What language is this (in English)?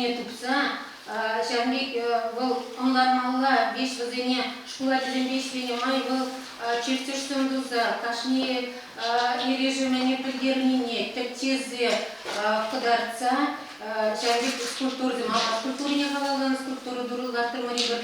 Chuvash